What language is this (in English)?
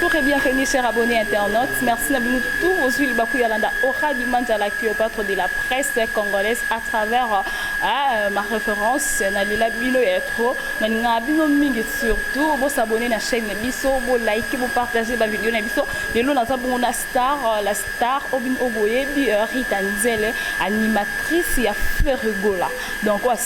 Lingala